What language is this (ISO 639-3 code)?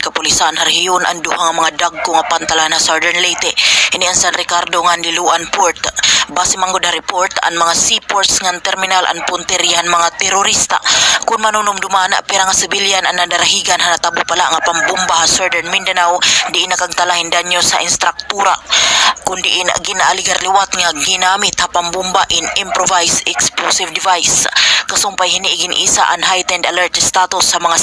war